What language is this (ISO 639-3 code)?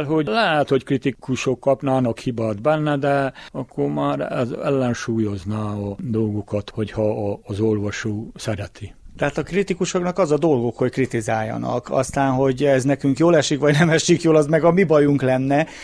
hun